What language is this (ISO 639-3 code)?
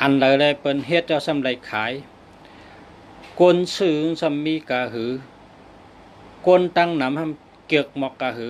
shn